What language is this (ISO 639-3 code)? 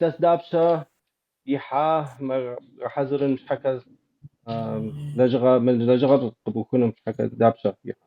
kbd